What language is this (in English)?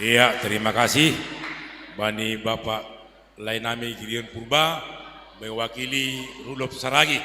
Batak Simalungun